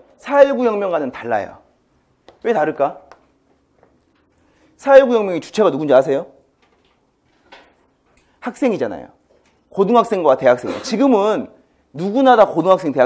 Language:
Korean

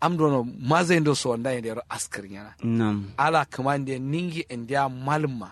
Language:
Kanuri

